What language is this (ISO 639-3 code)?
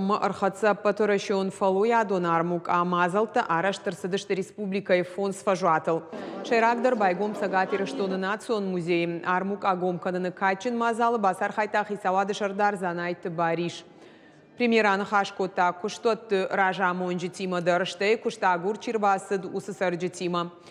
oss